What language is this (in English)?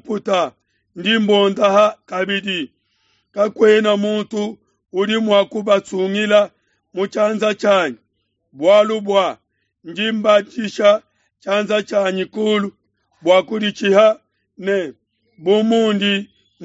Luba-Lulua